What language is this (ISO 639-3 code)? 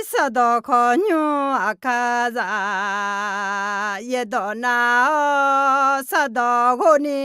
ahk